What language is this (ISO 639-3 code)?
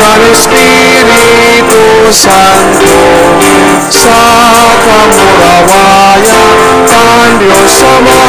bik